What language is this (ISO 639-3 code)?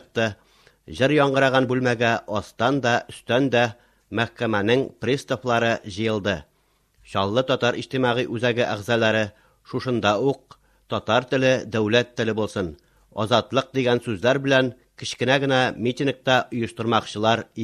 tat